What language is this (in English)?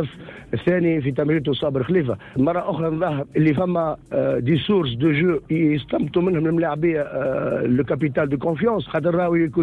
Tunisian Arabic